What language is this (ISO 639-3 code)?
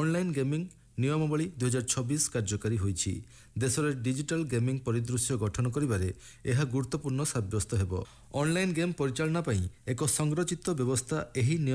ori